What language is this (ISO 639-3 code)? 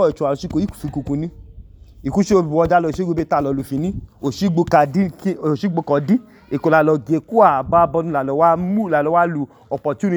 idu